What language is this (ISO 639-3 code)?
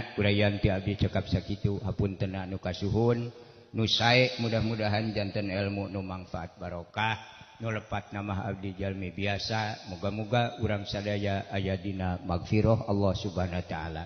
sun